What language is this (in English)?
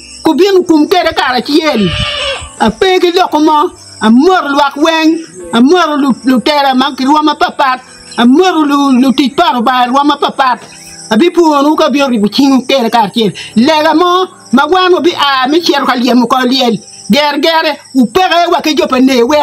Acoli